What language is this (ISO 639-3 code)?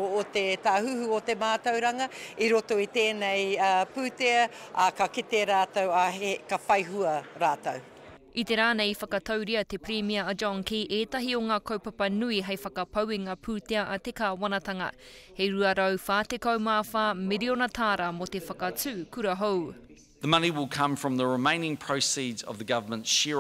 mri